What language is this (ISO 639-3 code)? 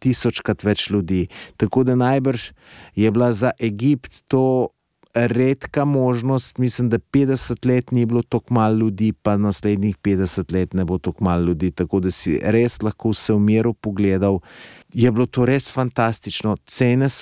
slv